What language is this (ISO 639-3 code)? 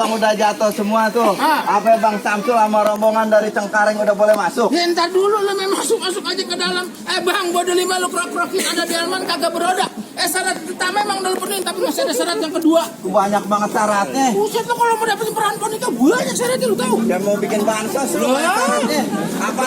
bew